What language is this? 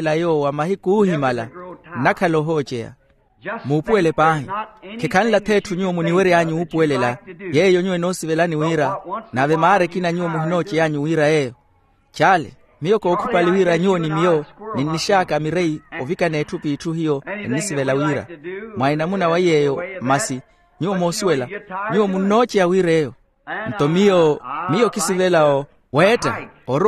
Makhuwa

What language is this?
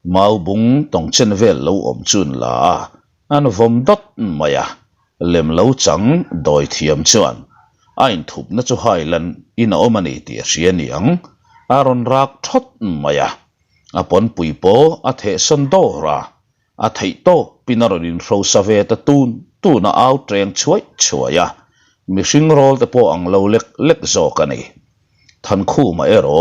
Mizo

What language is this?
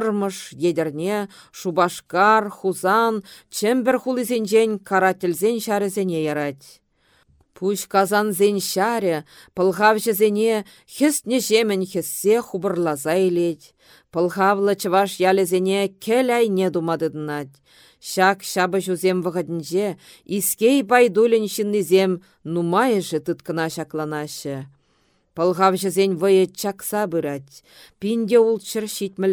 Chuvash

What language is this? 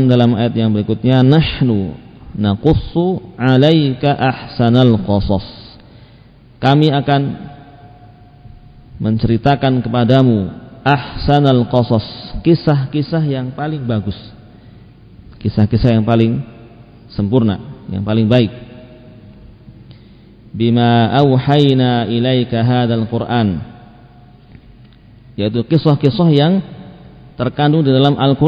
Indonesian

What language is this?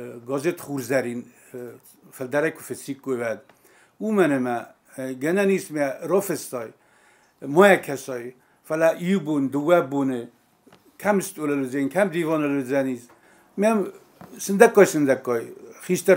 Ossetic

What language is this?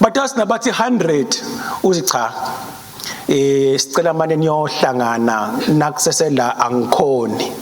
Swati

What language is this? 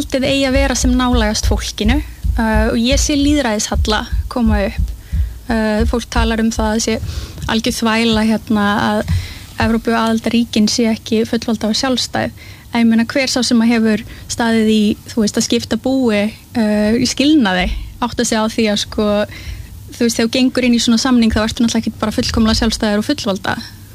Icelandic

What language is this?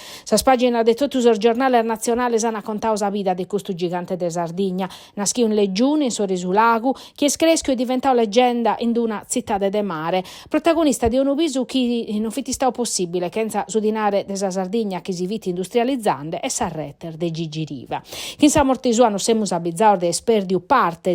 Sardinian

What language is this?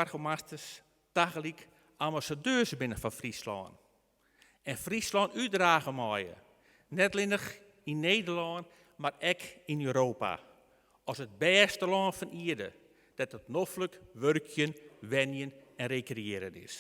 Western Frisian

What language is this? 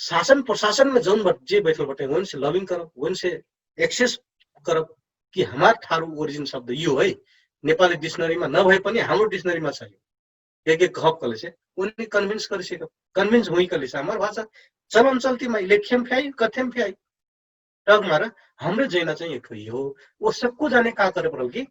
Dangaura Tharu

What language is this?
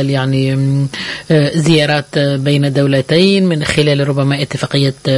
Tunisian Arabic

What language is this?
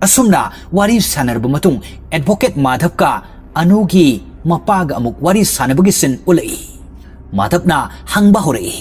Manipuri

